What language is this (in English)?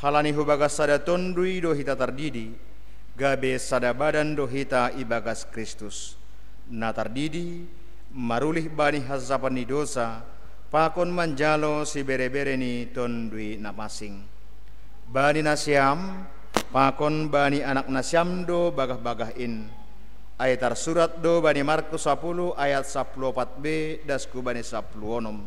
Batak Simalungun